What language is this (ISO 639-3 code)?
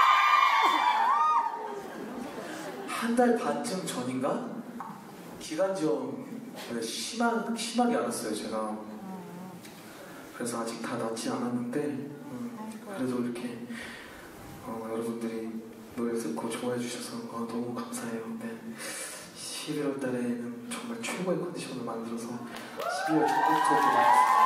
kor